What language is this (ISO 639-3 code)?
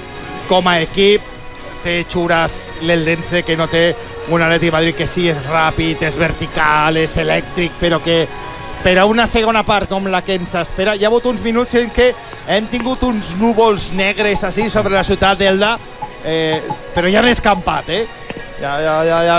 cat